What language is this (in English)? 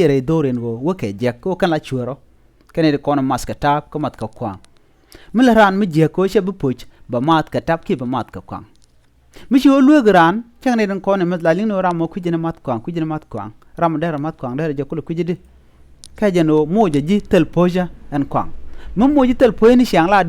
Nuer